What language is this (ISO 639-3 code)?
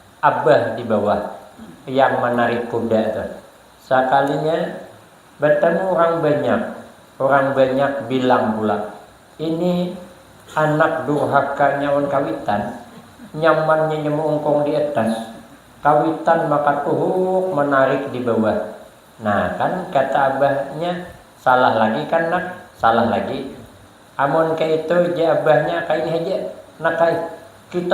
bjn